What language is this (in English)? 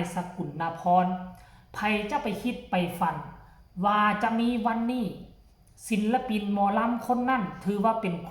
Northeastern Thai